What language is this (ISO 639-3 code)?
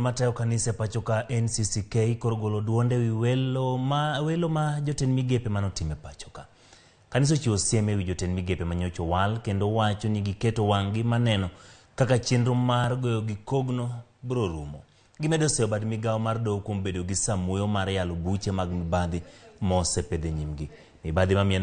luo